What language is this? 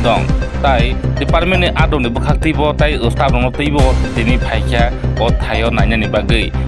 Kok Borok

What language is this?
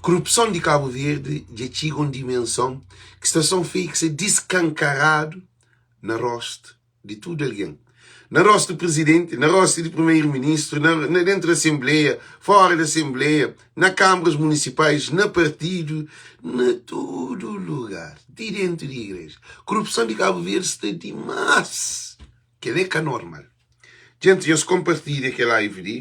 Kabuverdianu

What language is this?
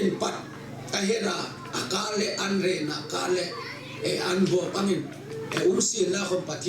Hmar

